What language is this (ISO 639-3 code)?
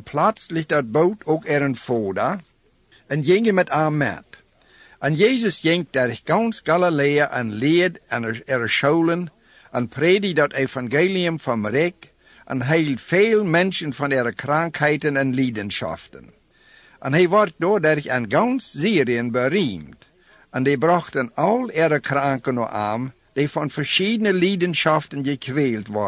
pdt